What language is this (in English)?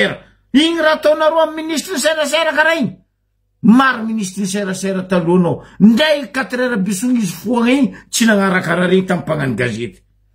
Malagasy